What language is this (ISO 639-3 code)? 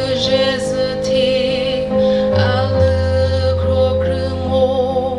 nri